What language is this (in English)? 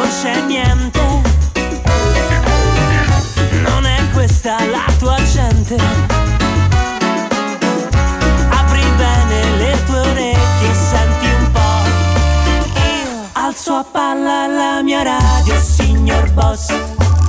Italian